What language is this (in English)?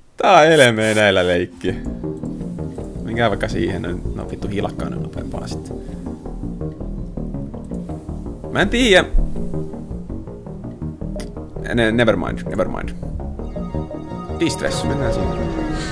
Finnish